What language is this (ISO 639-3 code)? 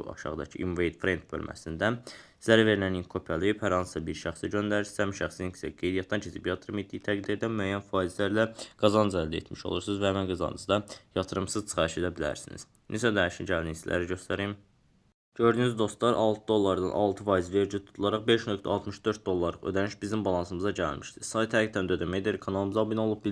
aze